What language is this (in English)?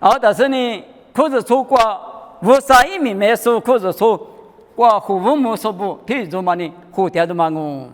Lisu